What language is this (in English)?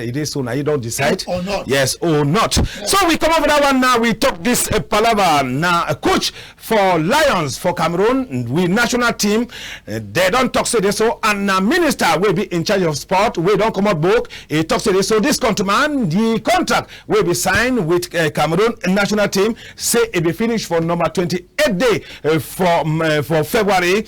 Cameroon Pidgin